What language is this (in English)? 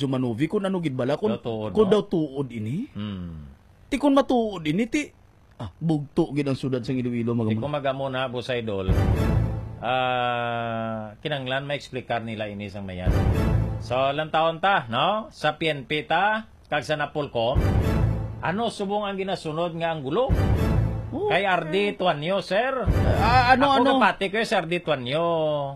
Hiligaynon